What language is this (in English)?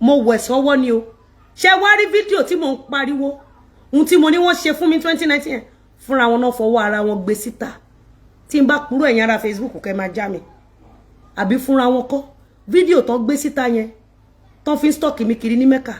Yoruba